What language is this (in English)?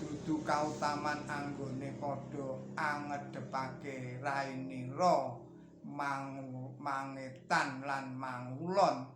Javanese